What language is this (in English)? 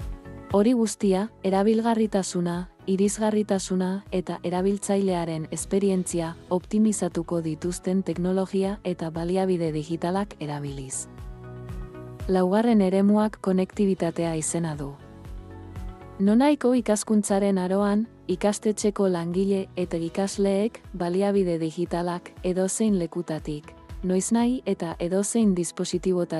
Basque